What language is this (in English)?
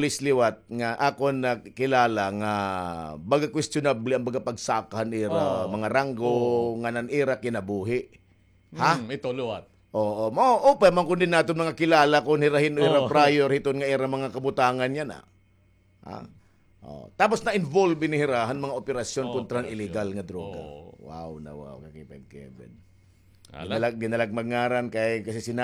Waray